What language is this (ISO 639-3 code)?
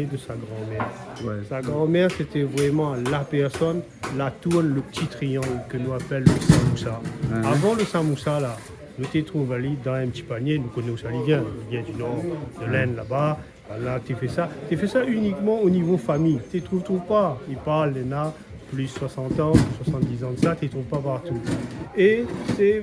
rcf